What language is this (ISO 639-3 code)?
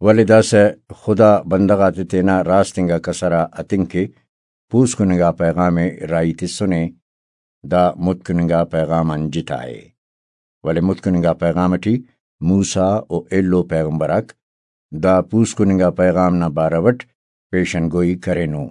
brh